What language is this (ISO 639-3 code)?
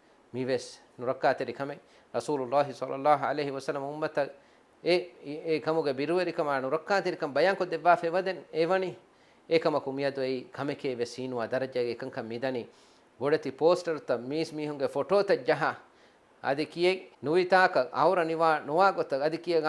div